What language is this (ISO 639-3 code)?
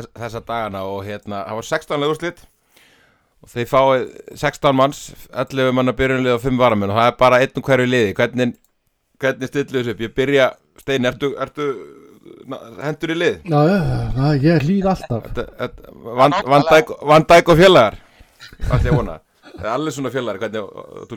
isl